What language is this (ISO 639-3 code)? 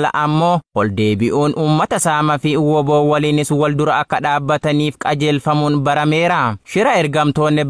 orm